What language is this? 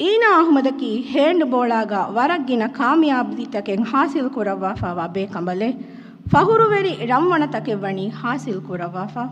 Divehi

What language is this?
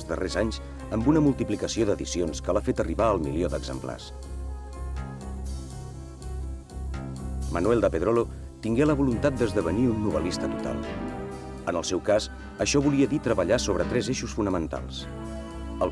Catalan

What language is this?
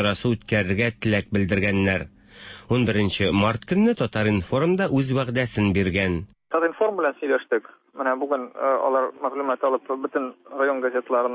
Tatar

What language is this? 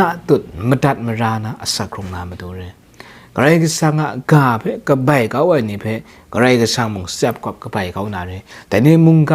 Kachin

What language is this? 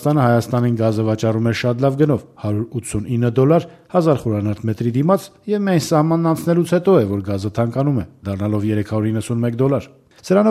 Armenian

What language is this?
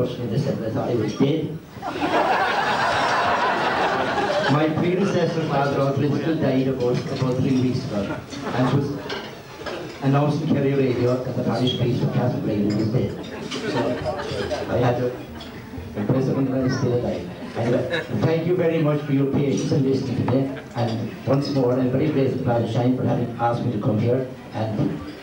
English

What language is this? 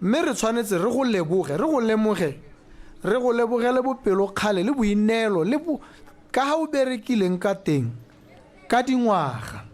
Tswana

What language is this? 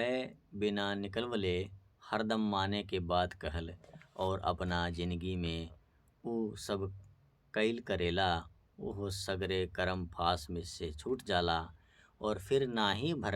Bhojpuri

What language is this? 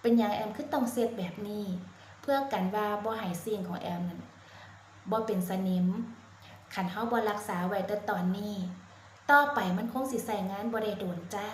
Northeastern Thai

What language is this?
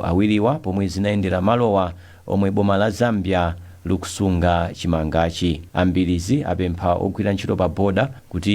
Nyanja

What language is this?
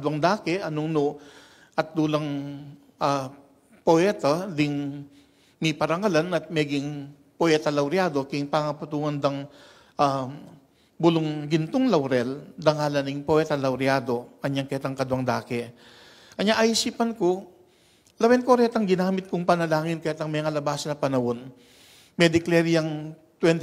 Pampanga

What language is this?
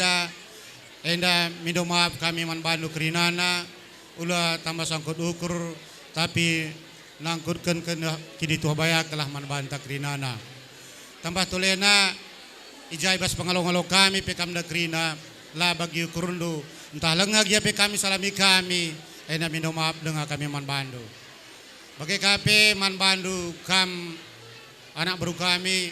Batak Karo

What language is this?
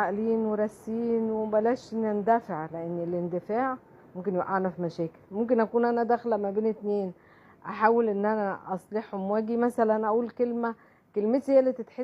Egyptian Arabic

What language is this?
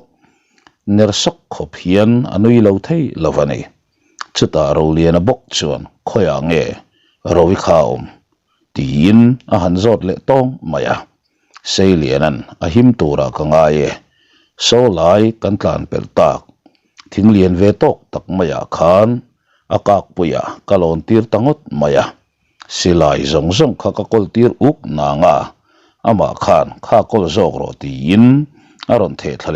Mizo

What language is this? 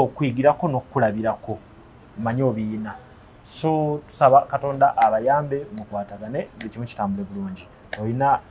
Ganda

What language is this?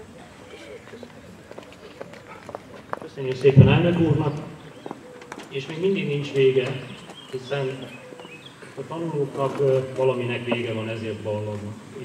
Hungarian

